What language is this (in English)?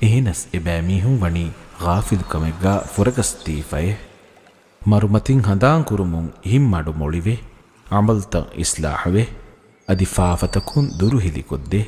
Divehi